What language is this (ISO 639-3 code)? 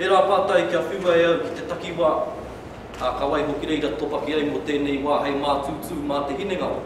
mri